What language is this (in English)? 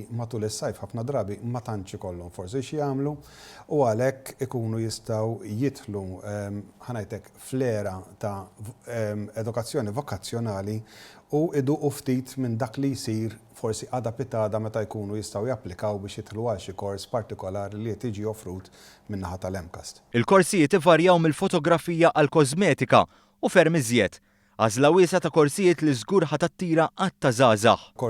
Maltese